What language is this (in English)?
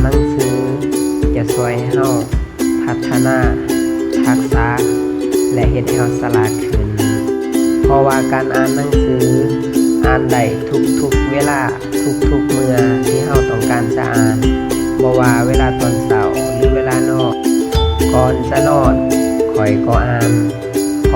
Lao